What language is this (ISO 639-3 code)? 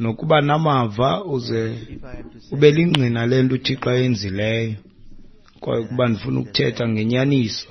xho